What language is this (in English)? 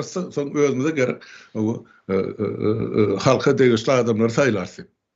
Turkmen